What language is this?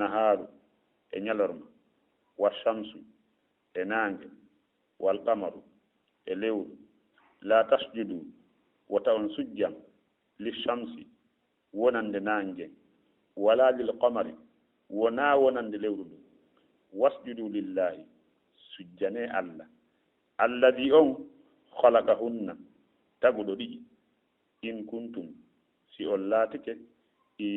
Fula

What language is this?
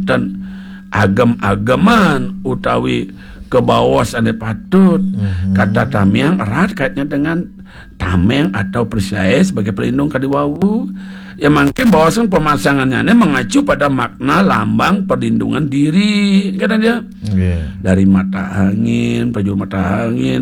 Balinese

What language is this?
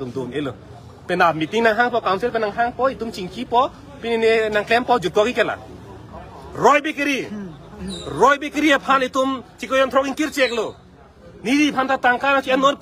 Karbi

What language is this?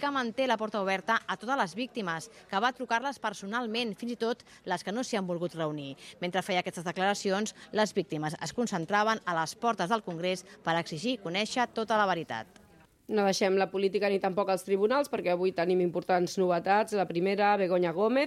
Catalan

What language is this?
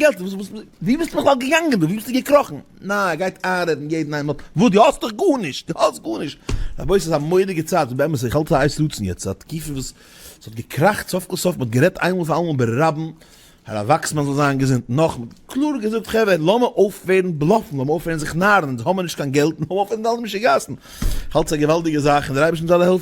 Yiddish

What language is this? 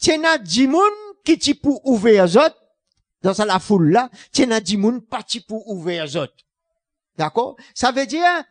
Morisyen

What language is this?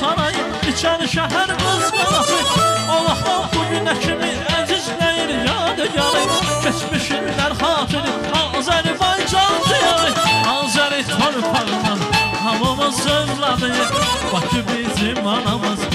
Azerbaijani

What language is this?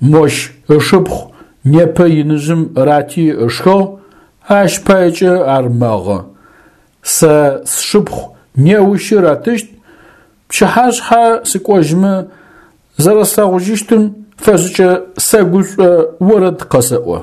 Adyghe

